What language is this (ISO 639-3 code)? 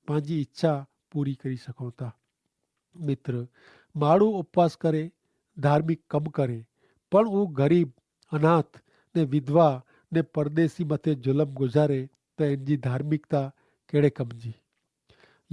kfr